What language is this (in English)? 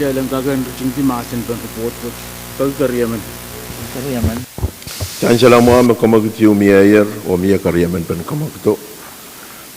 Pohnpeian